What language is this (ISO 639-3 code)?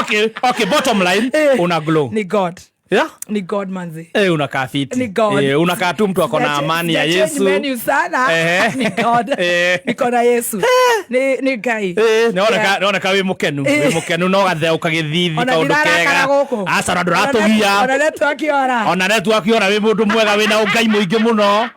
kik